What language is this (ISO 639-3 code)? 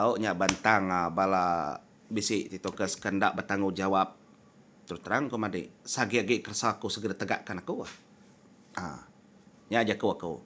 iba